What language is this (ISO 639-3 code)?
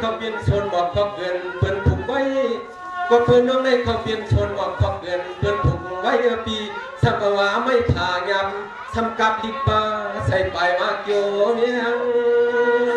shn